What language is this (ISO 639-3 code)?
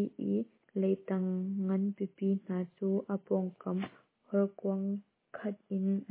cnh